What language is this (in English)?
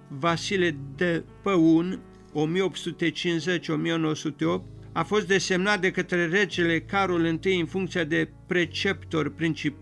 Romanian